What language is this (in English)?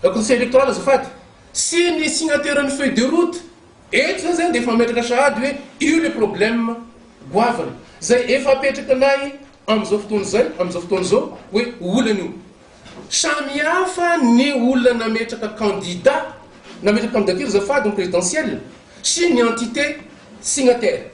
Malagasy